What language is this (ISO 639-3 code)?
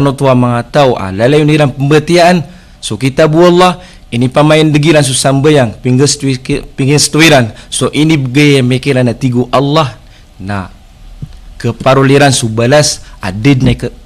mrw